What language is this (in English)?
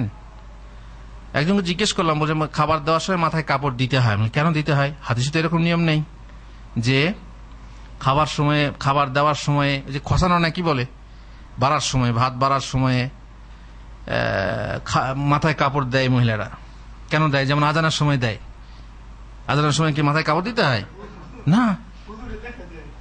Bangla